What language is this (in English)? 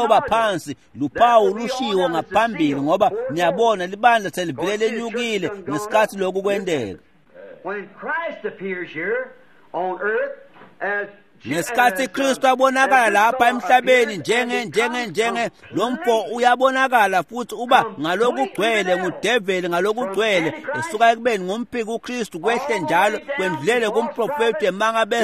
Swati